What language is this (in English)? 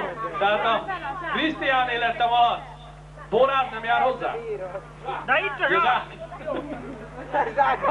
Hungarian